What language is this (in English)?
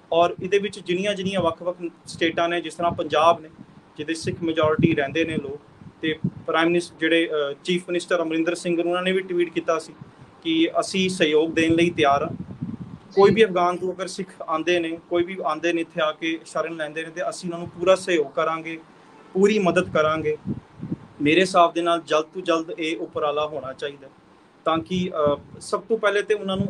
Punjabi